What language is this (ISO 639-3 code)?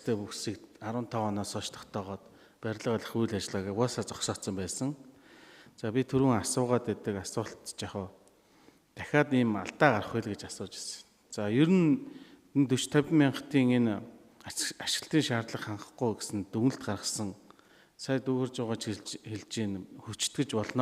mon